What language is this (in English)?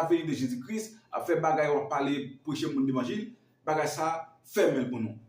Haitian Creole